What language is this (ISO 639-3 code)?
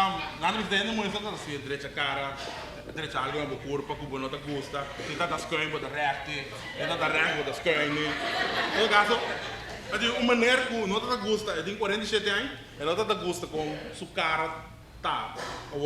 pap